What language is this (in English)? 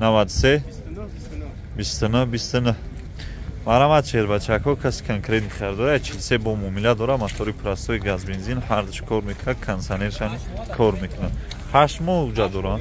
Tajik